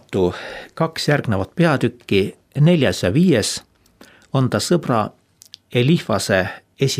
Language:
Estonian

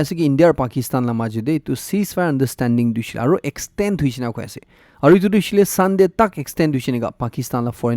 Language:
Naga Pidgin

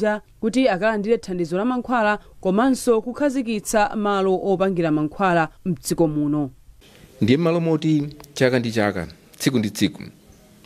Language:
Nyanja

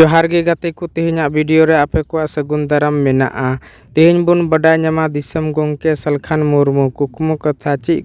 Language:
Santali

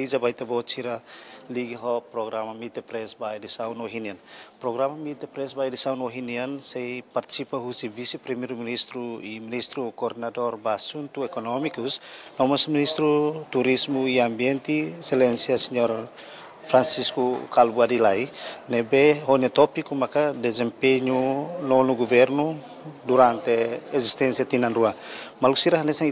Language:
Tetum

